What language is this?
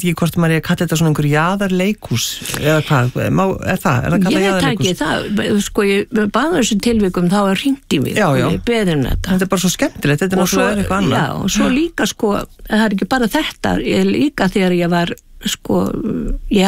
Icelandic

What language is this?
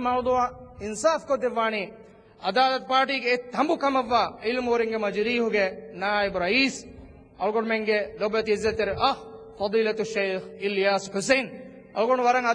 Divehi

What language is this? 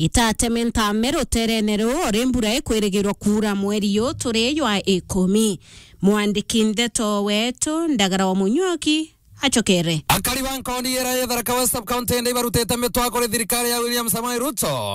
Meru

